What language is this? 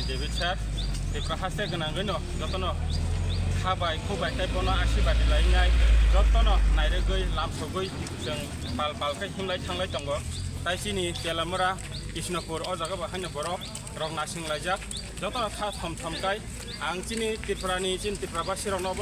Kok Borok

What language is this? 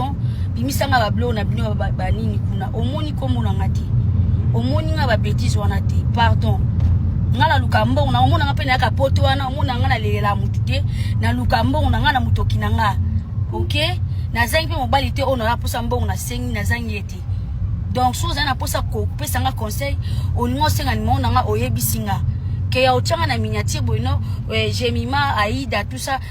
Lingala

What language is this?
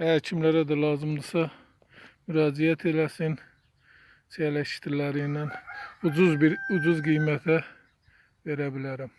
Azerbaijani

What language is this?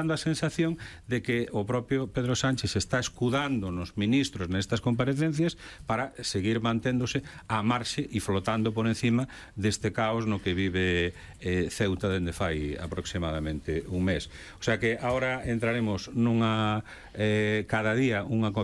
Galician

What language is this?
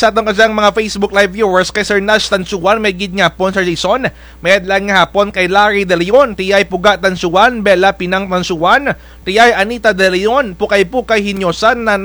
Kinaray-a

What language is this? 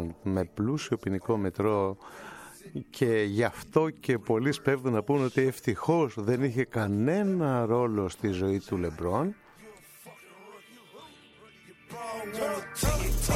Greek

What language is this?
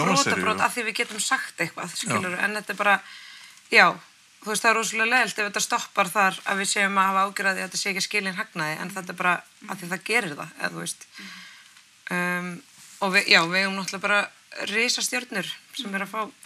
Icelandic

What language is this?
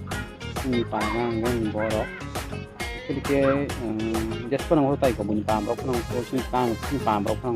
Kok Borok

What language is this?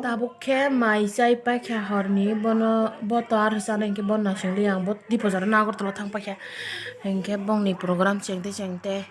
Kok Borok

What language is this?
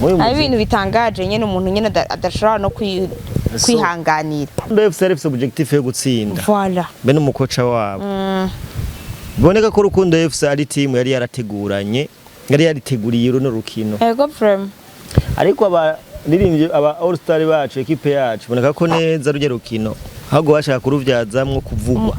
Rundi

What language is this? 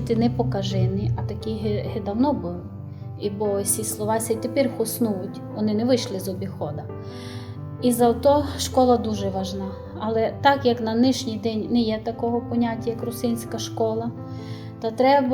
Rusyn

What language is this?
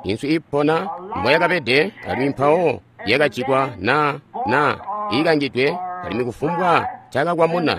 Tonga (Zambia)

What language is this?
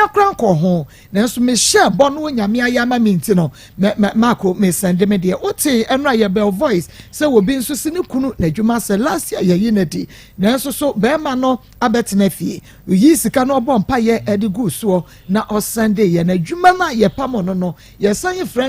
Akan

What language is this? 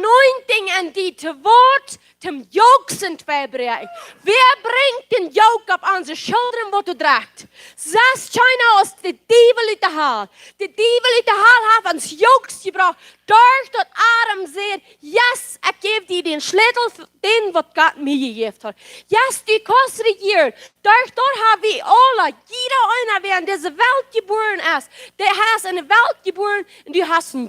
Plautdietsch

